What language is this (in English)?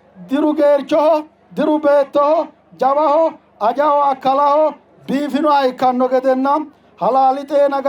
Sidamo